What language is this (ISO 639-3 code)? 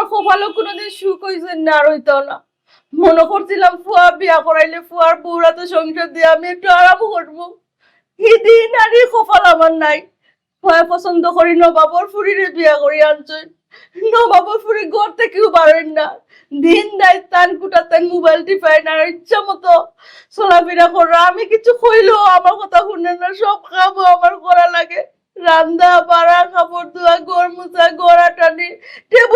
syl